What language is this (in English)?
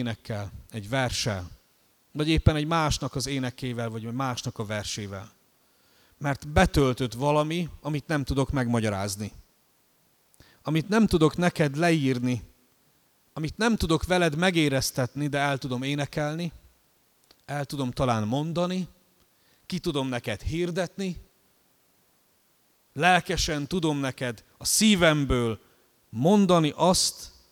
Hungarian